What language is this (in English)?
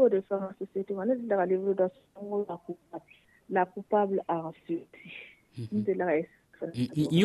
Dyula